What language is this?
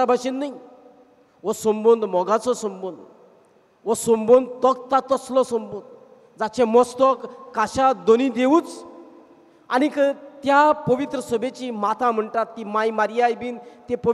Konkani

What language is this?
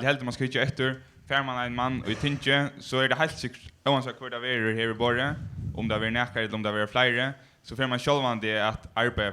Faroese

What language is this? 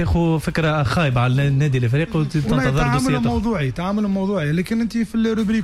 Tunisian Arabic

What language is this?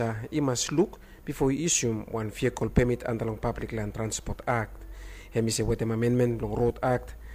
Bislama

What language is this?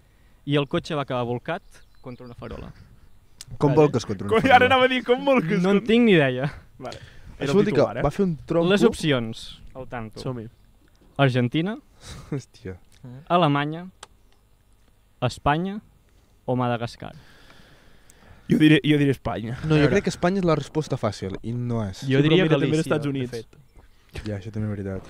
Catalan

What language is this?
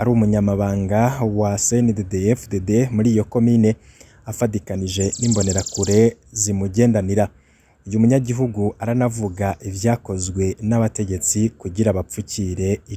Rundi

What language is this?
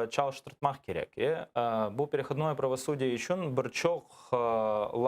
Crimean Tatar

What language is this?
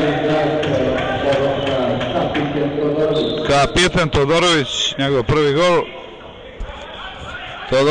Serbian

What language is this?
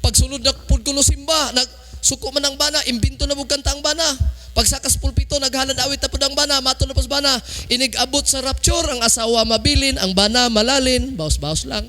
Cebuano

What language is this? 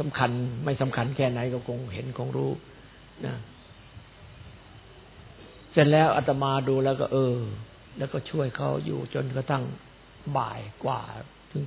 Thai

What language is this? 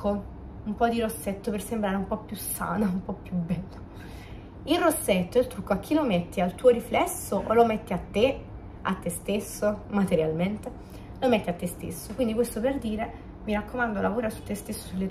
Italian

